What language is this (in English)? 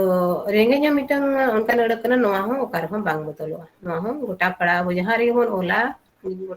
Santali